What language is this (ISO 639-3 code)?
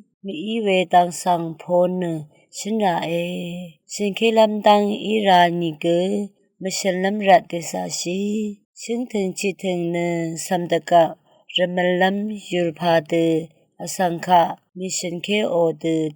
raw